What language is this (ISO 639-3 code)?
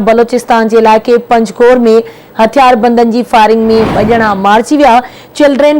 snd